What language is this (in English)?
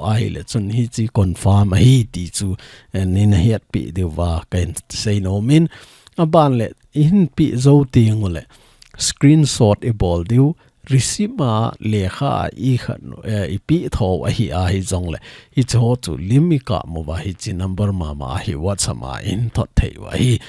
Thado Chin